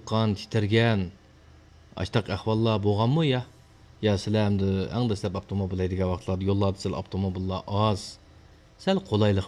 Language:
Uyghur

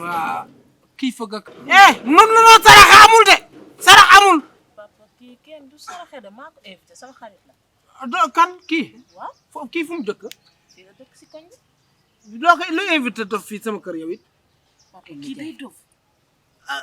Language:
Wolof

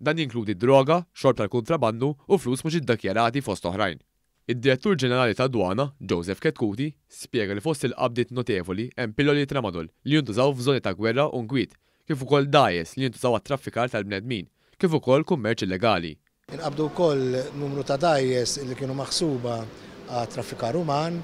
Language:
Maltese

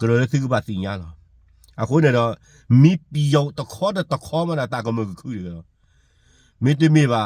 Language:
S'gaw Karen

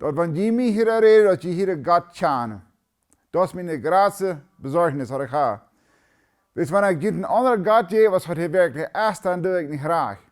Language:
Plautdietsch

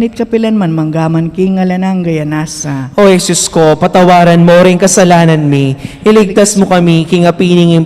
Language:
Pampanga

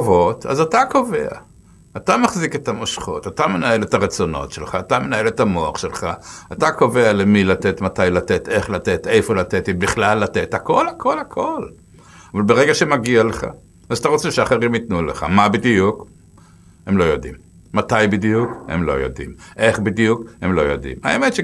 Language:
Hebrew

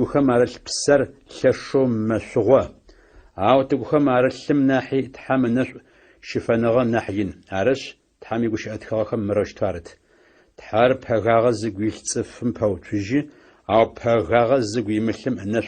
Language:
Adyghe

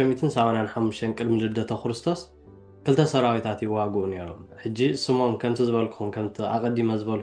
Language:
Tigrinya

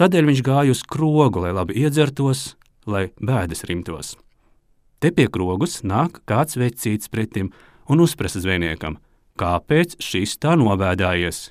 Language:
Latvian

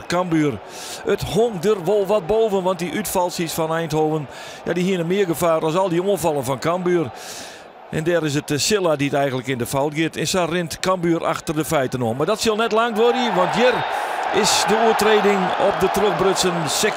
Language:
Western Frisian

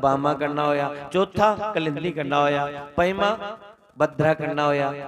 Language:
Dogri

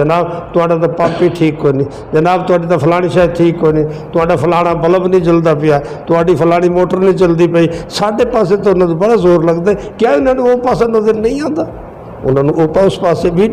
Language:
Western Panjabi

